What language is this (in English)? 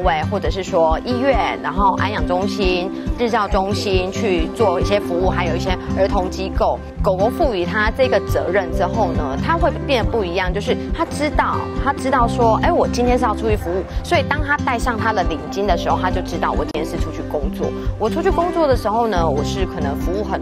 Chinese